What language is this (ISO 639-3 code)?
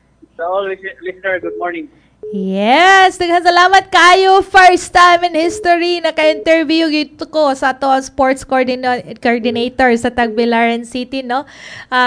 ceb